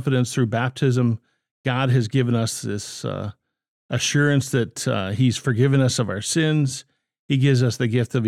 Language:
English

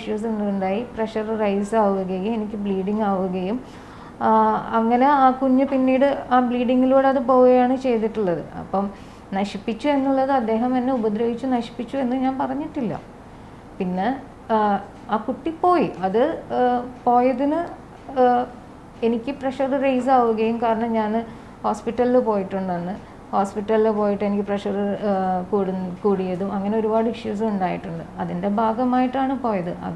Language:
Malayalam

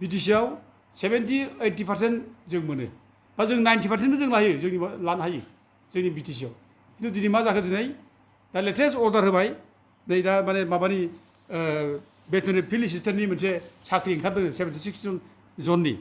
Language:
Bodo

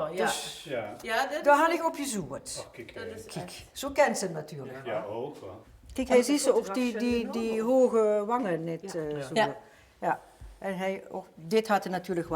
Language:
Limburgish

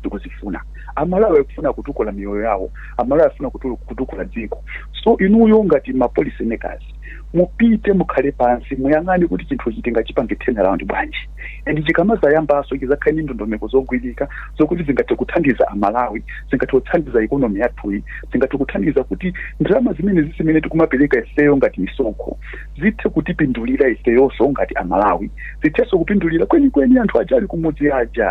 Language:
Nyanja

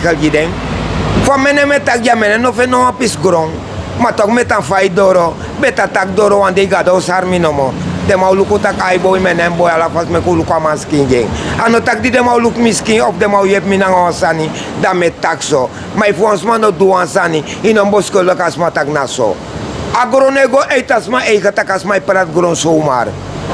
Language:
Sranan Tongo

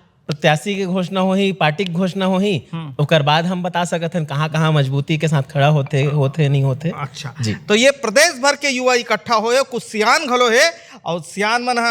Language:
Chhattisgarhi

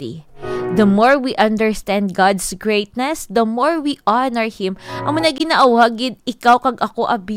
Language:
Hiligaynon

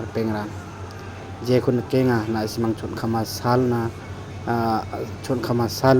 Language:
Garo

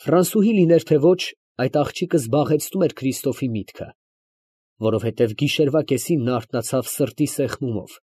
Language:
Armenian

